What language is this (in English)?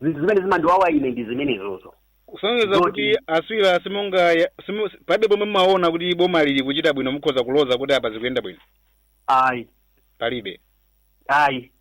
Nyanja